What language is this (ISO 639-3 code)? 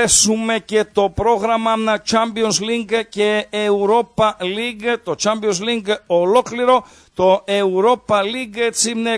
ell